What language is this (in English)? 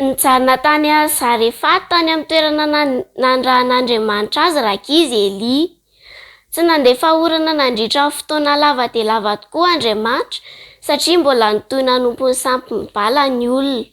Malagasy